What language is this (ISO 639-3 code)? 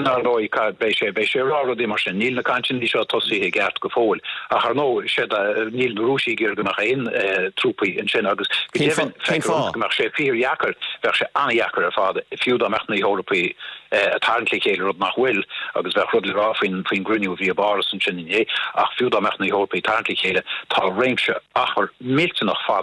gle